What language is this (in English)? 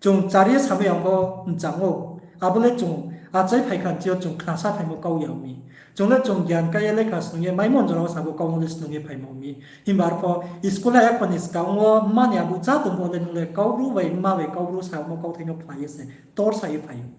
Riang (India)